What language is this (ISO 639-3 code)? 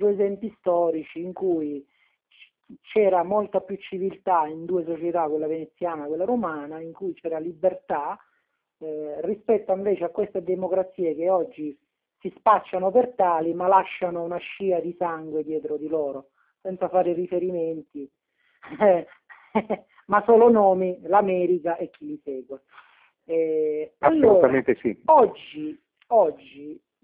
ita